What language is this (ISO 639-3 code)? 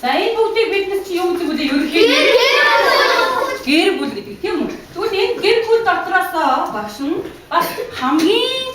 mon